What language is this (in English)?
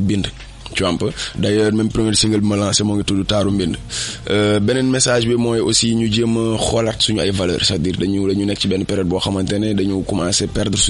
Wolof